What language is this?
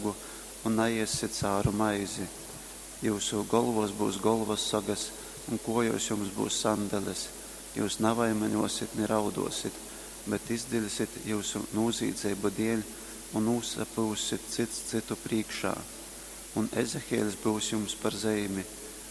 Latgalian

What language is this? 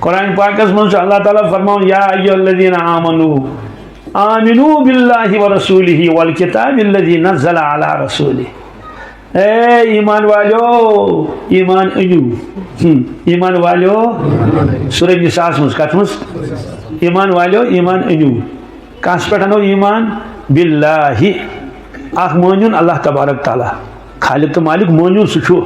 Kashmiri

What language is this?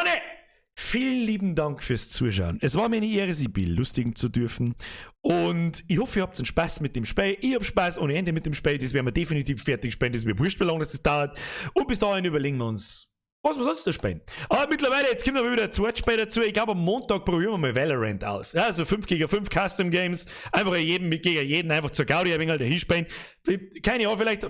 Bavarian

